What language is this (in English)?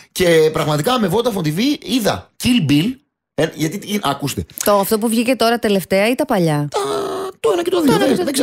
Greek